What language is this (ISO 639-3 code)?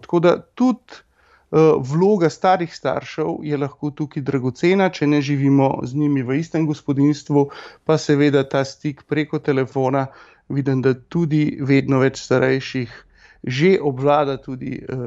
slv